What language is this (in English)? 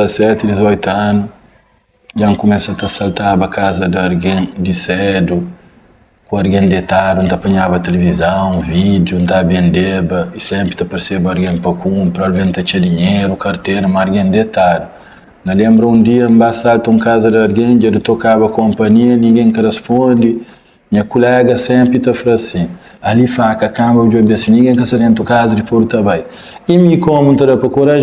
Kabuverdianu